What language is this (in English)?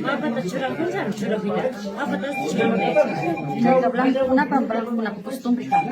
Imbabura Highland Quichua